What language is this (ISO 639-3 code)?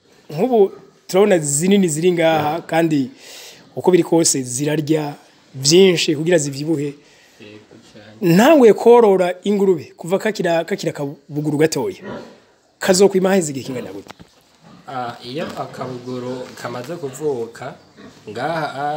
run